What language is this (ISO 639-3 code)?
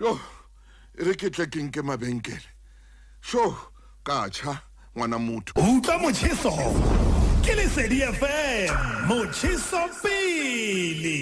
sot